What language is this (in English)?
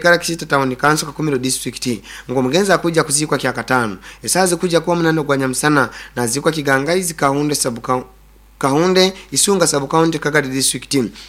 Nyoro